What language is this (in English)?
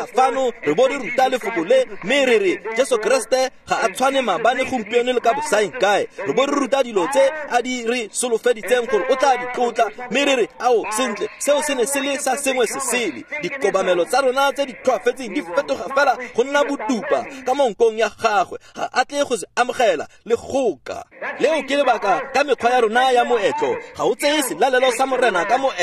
Tswana